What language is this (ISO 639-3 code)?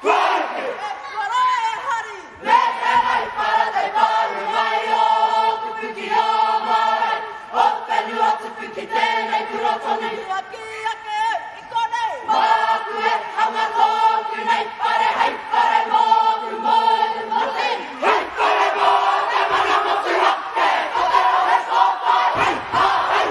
mri